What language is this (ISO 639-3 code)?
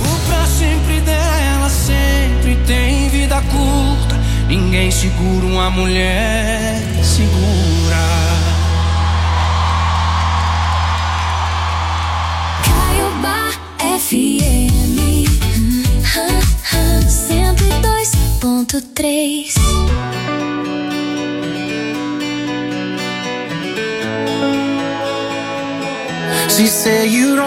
por